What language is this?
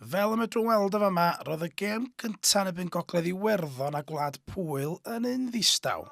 Welsh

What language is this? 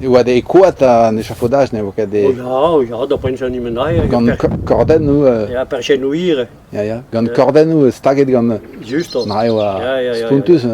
Breton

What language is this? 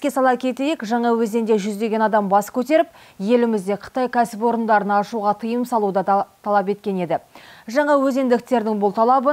Kazakh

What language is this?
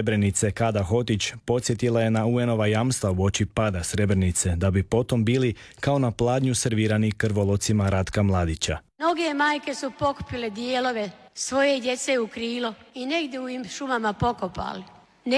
Croatian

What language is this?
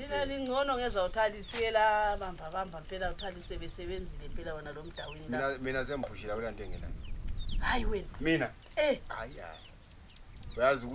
Zulu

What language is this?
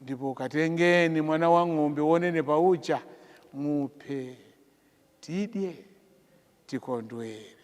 Nyanja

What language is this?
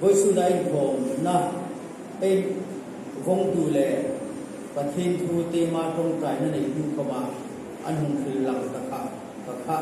Hmar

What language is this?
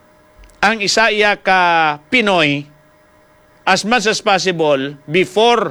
Filipino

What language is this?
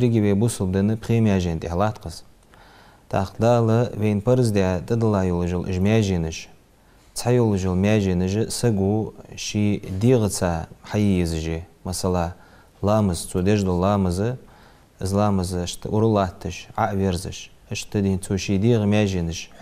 Ingush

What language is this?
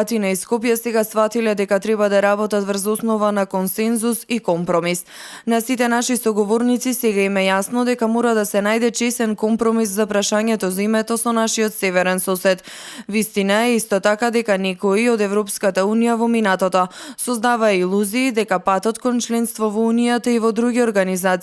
Macedonian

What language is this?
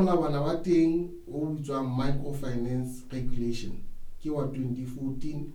Southern Sotho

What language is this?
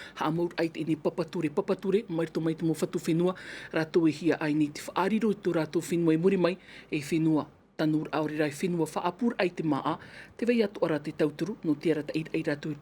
Tahitian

